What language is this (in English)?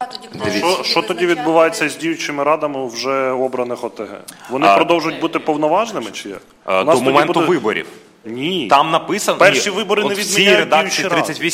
Ukrainian